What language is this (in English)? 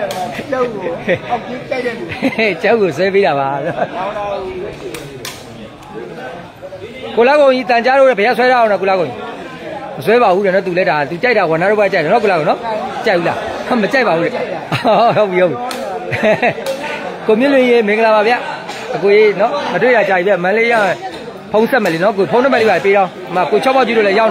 Burmese